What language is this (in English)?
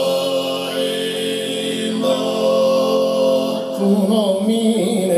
Sardinian